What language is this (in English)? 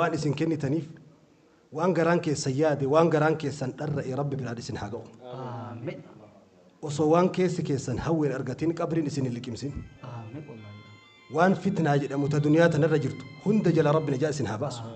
Oromo